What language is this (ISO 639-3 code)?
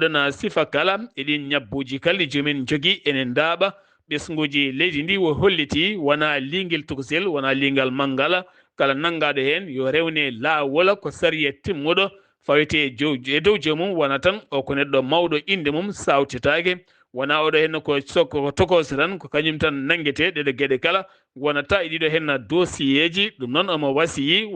ful